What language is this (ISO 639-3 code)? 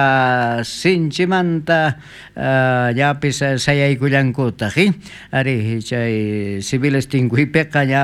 quh